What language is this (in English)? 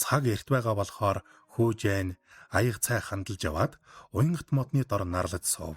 Mongolian